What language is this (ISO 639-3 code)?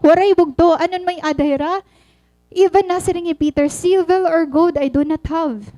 war